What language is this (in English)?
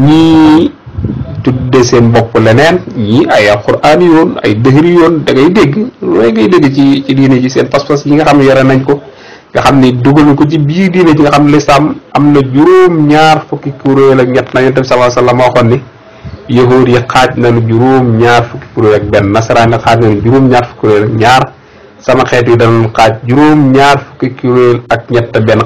Wolof